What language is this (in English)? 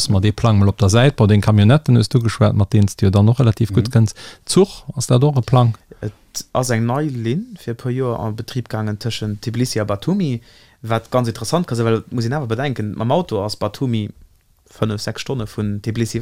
Luxembourgish